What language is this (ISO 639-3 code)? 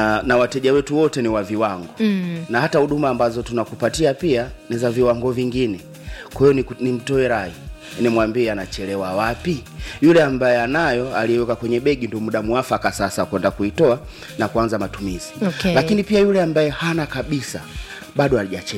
swa